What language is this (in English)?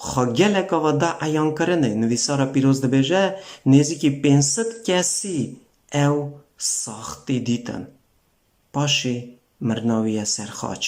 Kurdish